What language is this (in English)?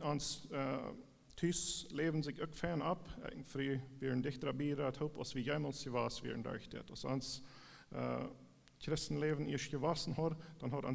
Plautdietsch